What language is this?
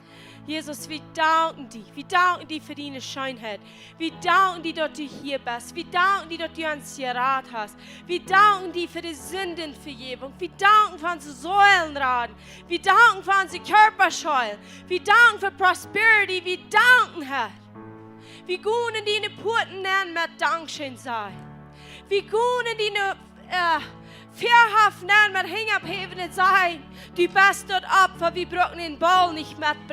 Plautdietsch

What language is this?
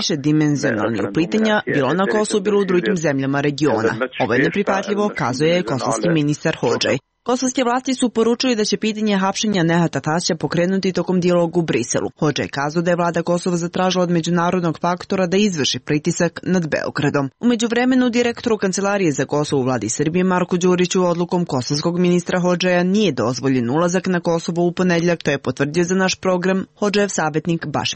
Serbian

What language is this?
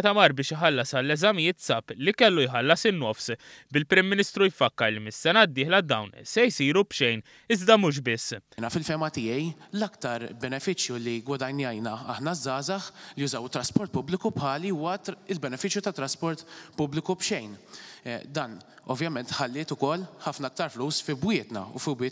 Maltese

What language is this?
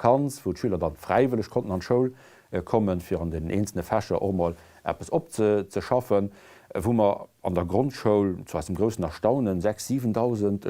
Luxembourgish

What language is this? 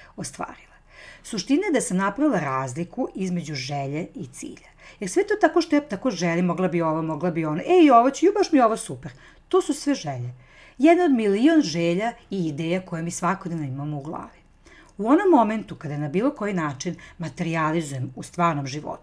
Serbian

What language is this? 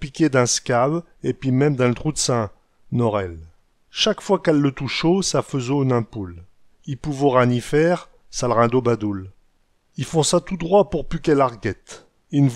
Picard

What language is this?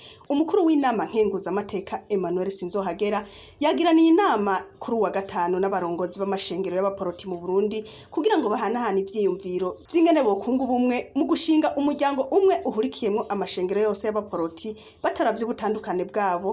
Rundi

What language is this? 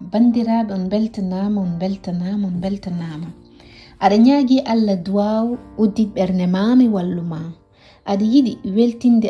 Fula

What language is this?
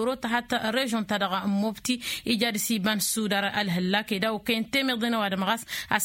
Tamasheq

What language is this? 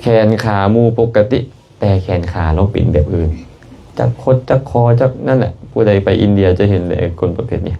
Lao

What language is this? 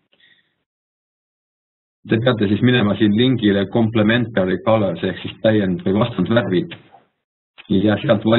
Estonian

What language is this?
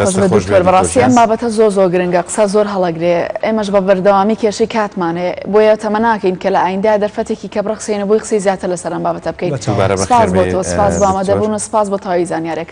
Central Kurdish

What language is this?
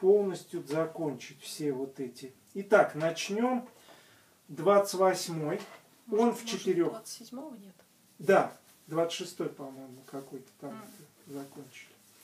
Russian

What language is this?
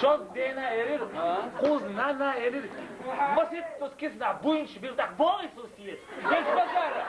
Chechen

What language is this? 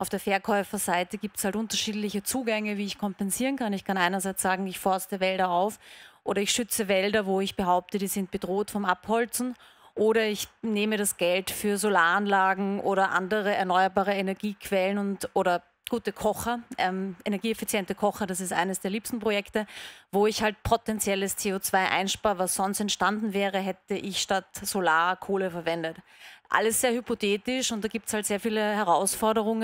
German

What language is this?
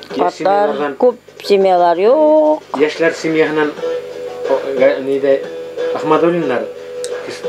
Bashkir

